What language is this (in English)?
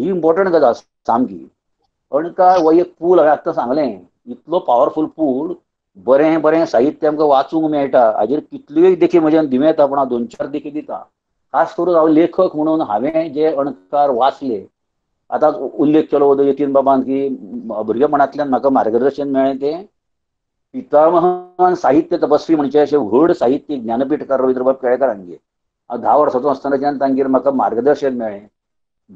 Konkani